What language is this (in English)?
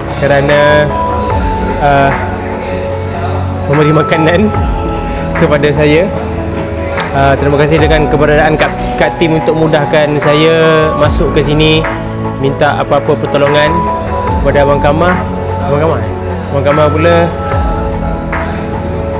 Malay